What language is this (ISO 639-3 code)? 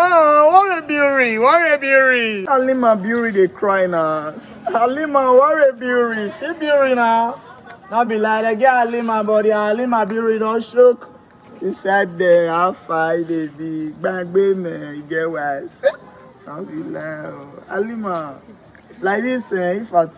pcm